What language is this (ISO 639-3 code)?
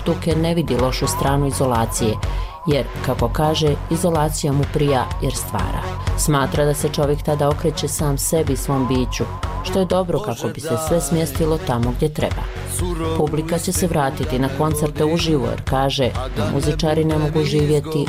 bos